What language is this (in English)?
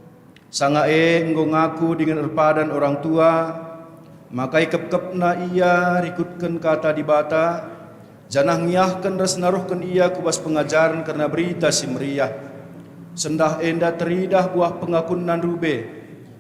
Batak Karo